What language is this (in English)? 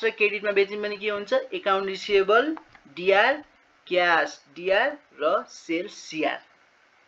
Nepali